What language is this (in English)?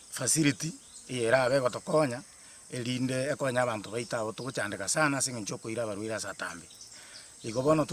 Gusii